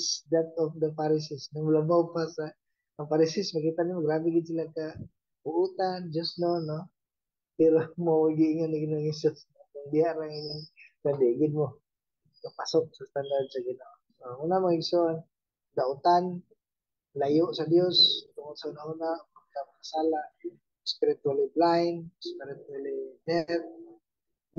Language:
Cebuano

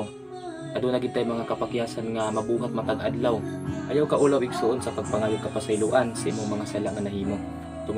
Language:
Cebuano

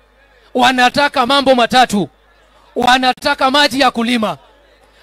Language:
Meru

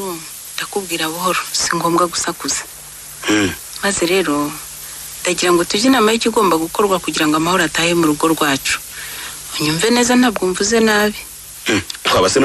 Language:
Kinyarwanda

